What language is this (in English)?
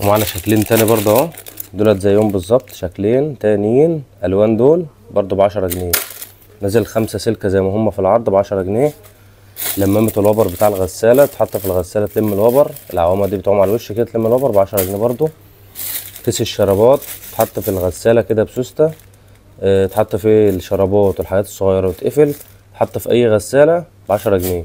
Egyptian Arabic